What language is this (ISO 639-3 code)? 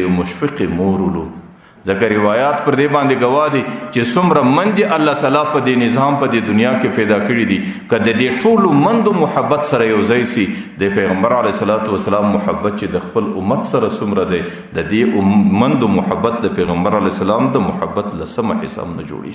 pus